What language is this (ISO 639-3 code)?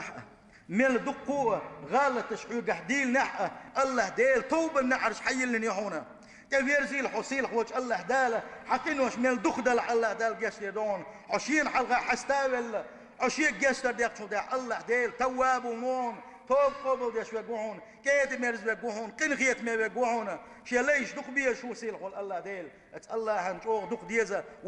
che